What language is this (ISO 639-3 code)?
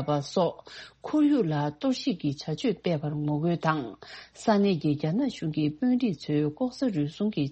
bod